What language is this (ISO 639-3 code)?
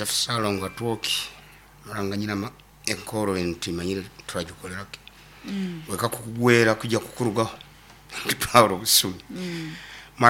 nyn